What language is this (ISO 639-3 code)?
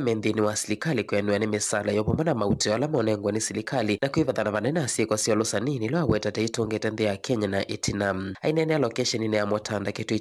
kam